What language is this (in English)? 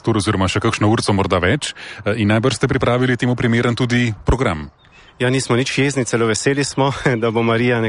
Slovenian